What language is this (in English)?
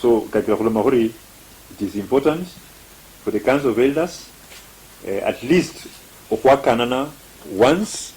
Luyia